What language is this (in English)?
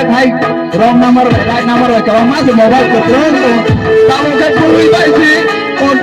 Kok Borok